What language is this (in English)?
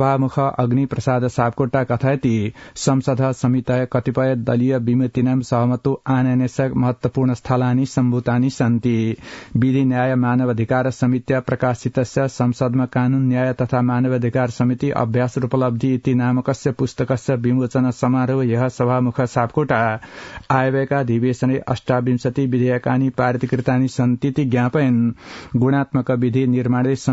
Sanskrit